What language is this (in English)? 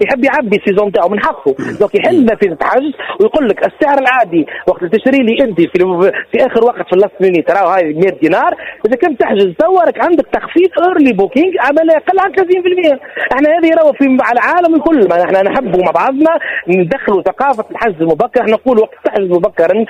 Tunisian Arabic